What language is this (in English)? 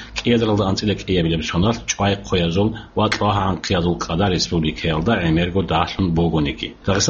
Avaric